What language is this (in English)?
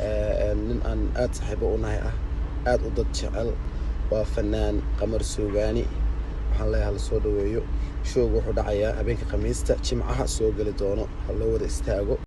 Somali